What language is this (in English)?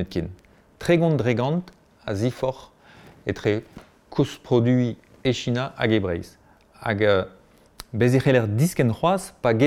Breton